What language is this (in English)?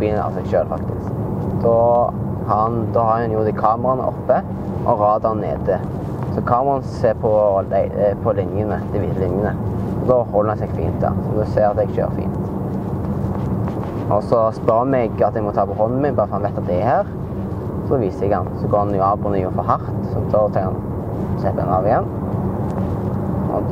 Norwegian